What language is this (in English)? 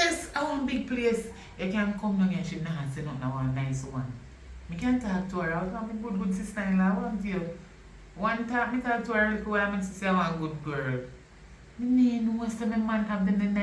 Jamaican Creole English